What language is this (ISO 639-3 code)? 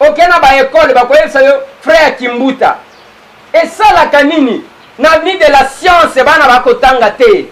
lin